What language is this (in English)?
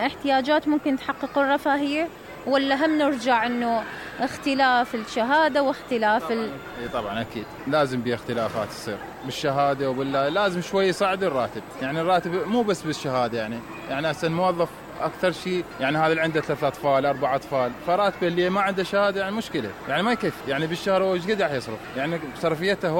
Mesopotamian Arabic